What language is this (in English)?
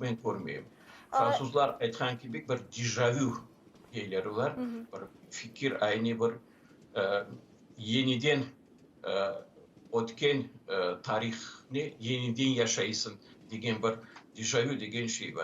Crimean Tatar